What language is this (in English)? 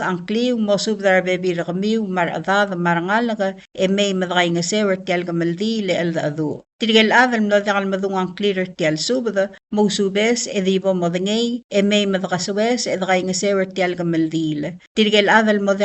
Palauan